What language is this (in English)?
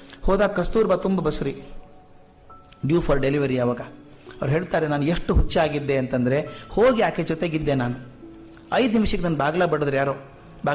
Kannada